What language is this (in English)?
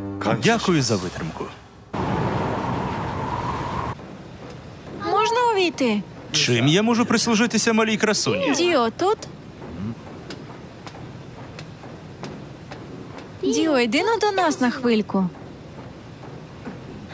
Ukrainian